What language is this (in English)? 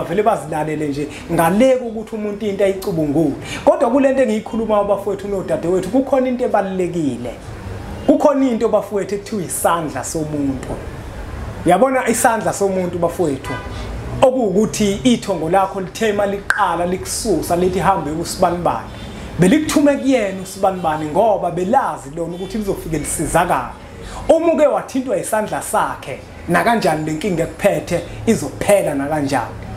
Zulu